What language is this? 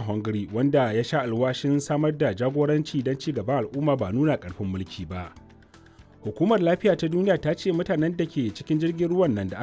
Hausa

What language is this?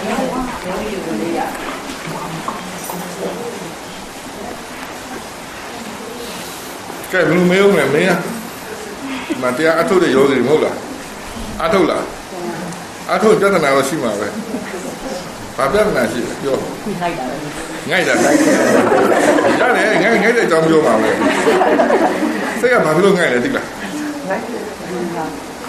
Burmese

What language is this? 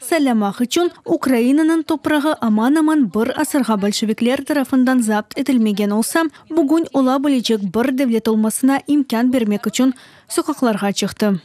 Crimean Tatar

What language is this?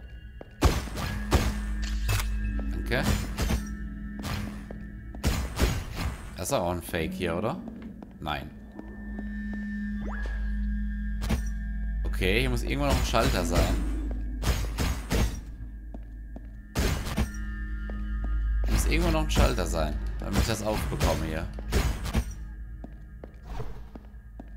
German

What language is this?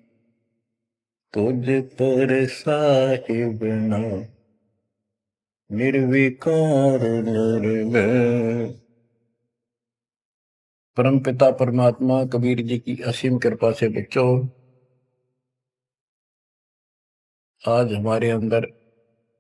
Hindi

